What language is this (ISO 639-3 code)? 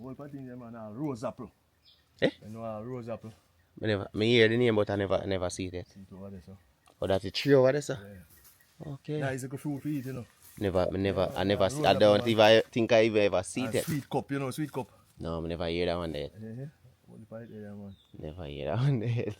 jam